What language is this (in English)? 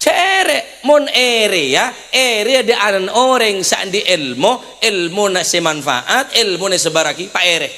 Madurese